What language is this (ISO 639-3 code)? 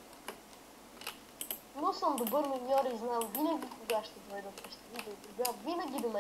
bul